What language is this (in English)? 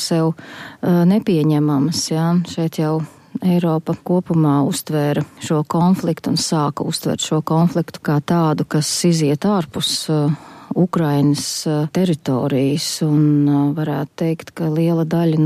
Latvian